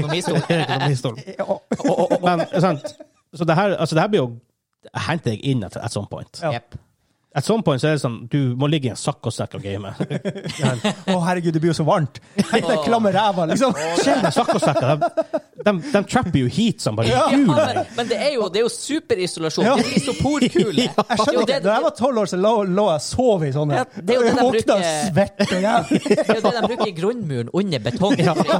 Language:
Norwegian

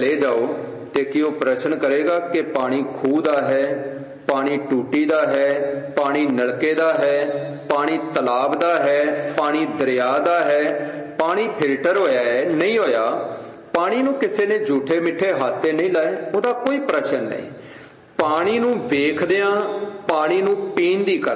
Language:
Punjabi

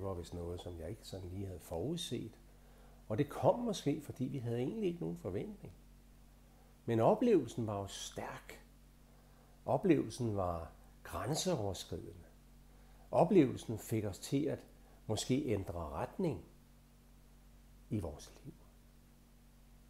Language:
Danish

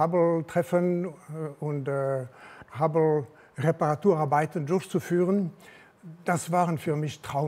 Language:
German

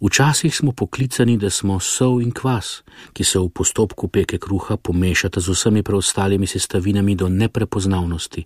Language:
Slovenian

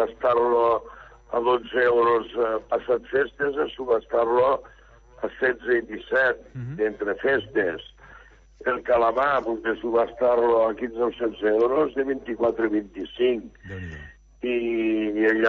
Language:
Catalan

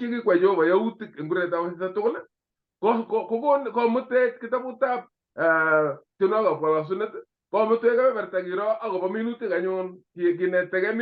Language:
Kalenjin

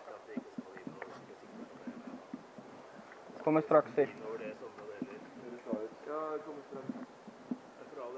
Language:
Norwegian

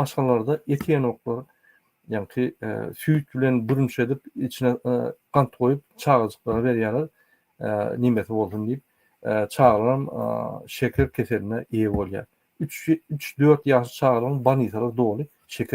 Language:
Turkmen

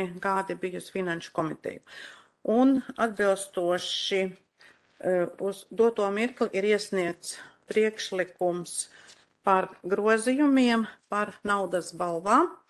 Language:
Latvian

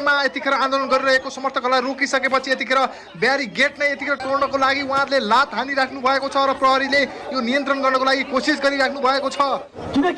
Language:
Nepali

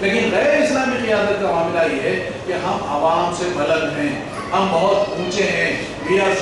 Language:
Urdu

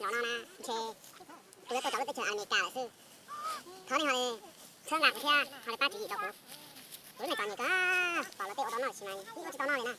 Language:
Hmong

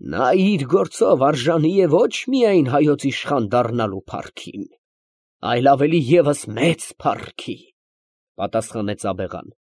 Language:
Armenian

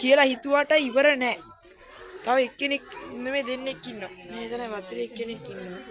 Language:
Sinhala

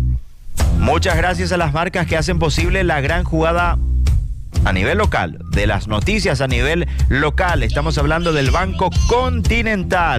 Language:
Spanish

